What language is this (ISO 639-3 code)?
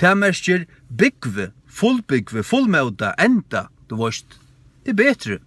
fao